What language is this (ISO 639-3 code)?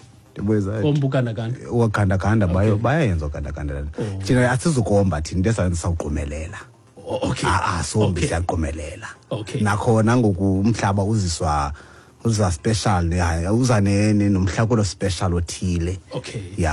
xho